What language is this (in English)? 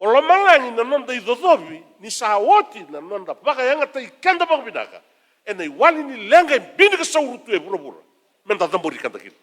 Fijian